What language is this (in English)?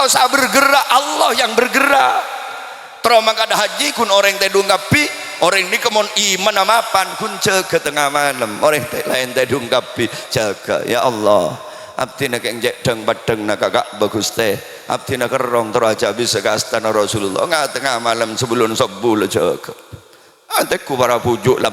Madurese